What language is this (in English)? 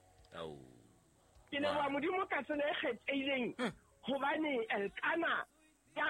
Southern Sotho